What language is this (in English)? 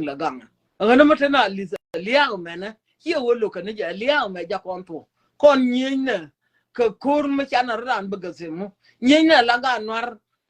Nuer